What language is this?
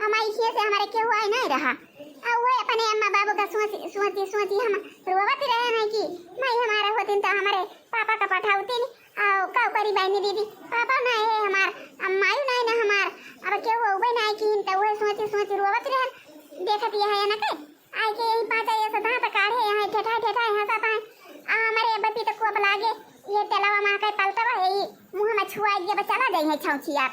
Awadhi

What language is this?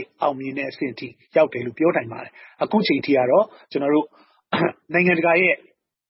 Burmese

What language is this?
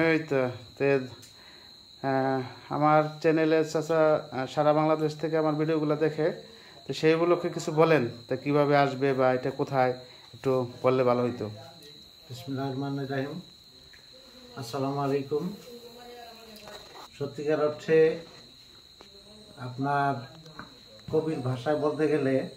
Bangla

